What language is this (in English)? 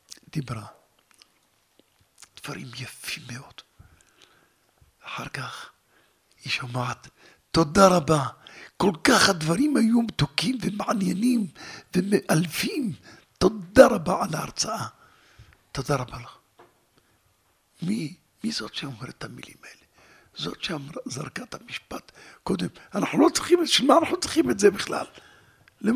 Hebrew